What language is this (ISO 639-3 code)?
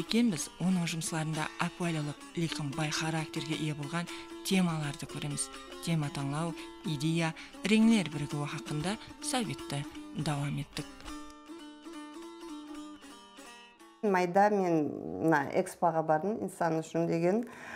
kaa